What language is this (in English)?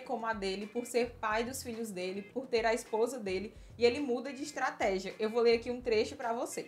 Portuguese